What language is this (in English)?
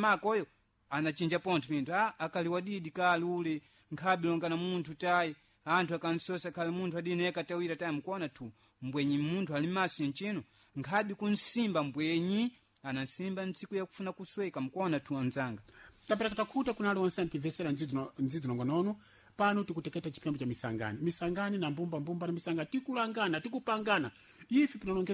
Sena